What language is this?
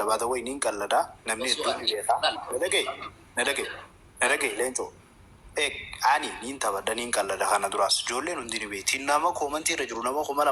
Oromo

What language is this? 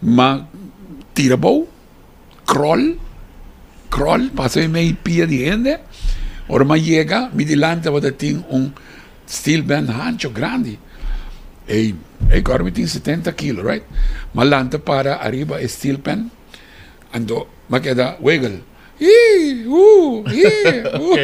Papiamento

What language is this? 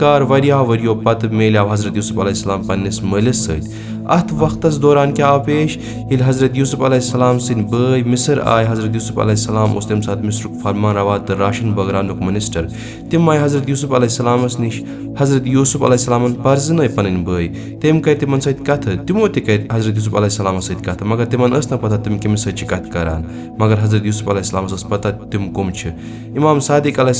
Kashmiri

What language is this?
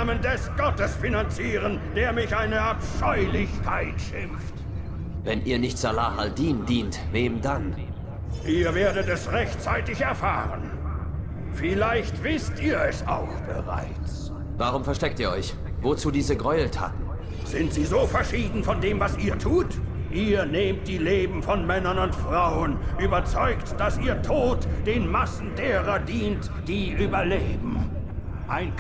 Bavarian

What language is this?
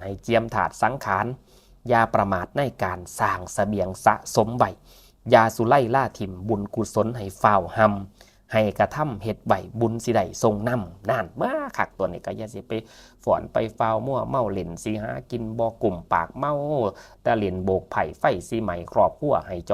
Northeastern Thai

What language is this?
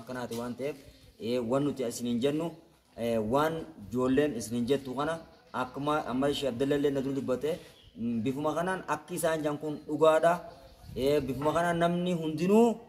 Oromo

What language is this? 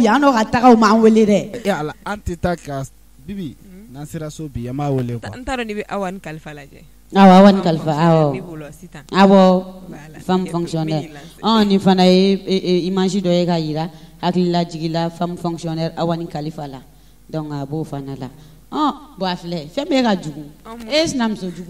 Bambara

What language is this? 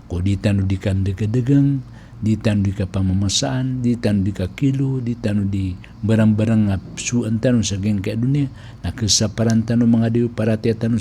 Maranao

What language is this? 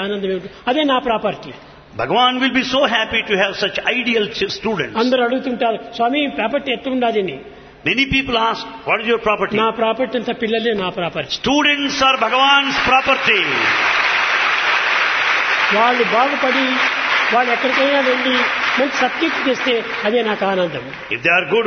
Telugu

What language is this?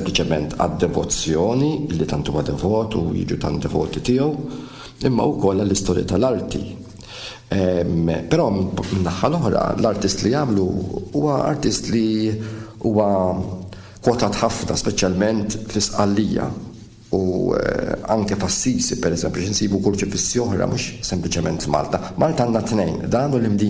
Maltese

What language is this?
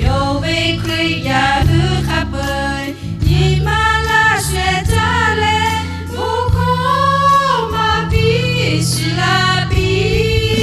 Lahu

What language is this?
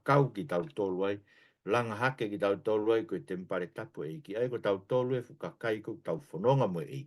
Tongan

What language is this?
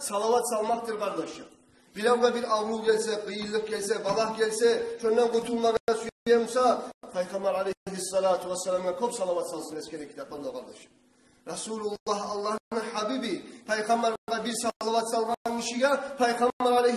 Kumyk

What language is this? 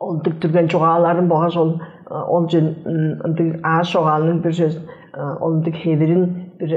Tuvinian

